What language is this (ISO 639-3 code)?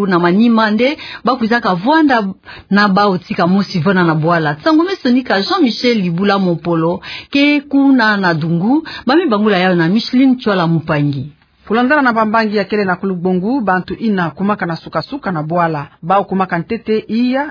ktu